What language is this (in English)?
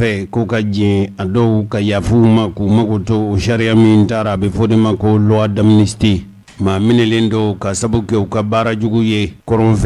Bambara